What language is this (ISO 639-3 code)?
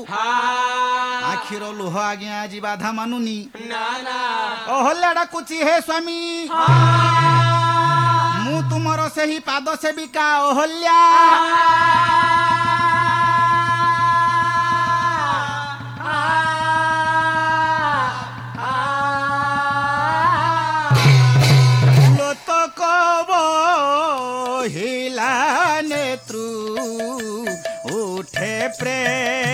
ori